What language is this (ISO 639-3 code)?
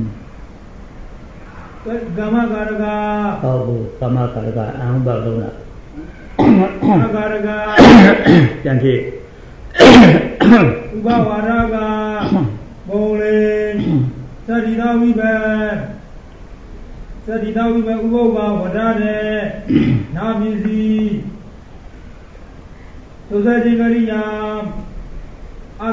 mya